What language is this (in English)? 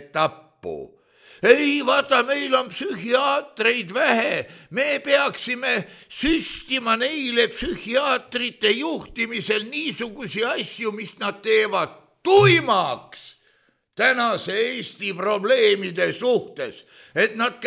Estonian